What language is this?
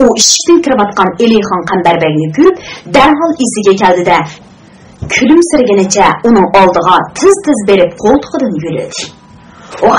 Uyghur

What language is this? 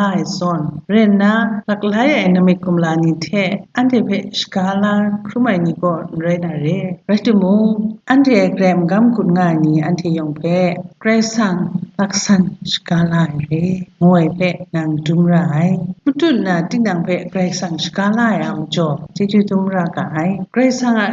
Kachin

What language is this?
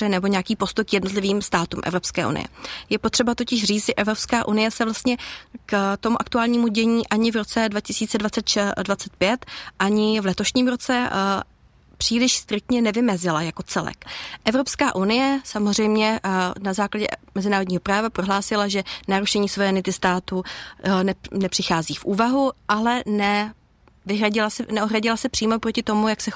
Czech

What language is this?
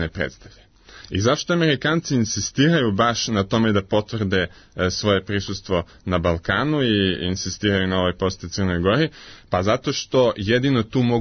Serbian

